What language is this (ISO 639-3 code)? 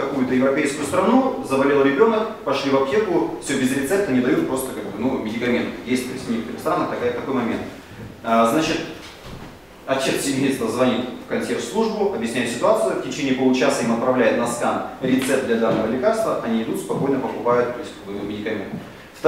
rus